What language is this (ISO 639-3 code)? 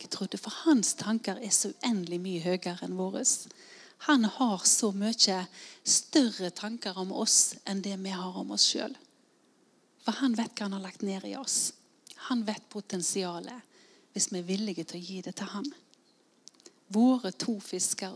nor